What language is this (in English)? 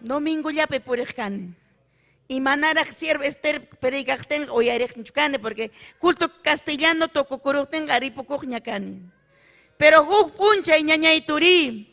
Ayacucho Quechua